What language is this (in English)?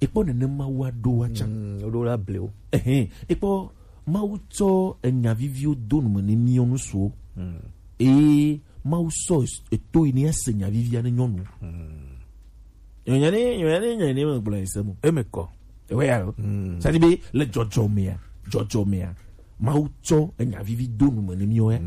Gen